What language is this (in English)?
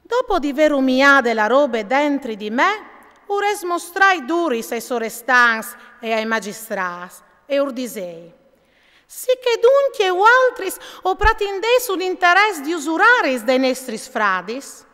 Friulian